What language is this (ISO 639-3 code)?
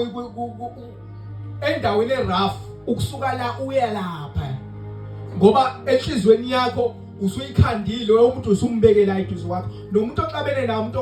zul